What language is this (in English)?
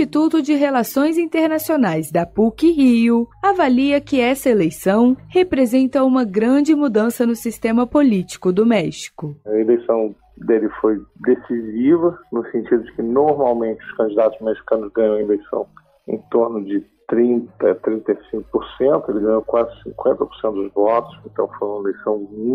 Portuguese